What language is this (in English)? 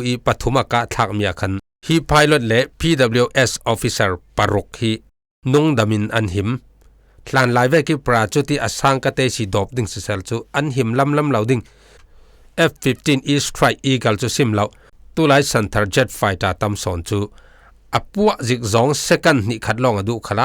Falam Chin